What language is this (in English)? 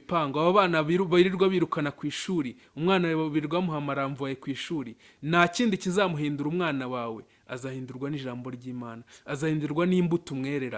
Kinyarwanda